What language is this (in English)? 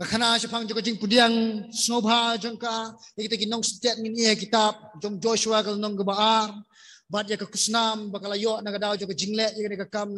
Khasi